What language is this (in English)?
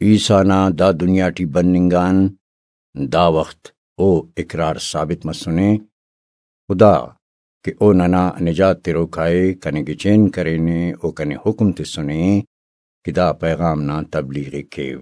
Brahui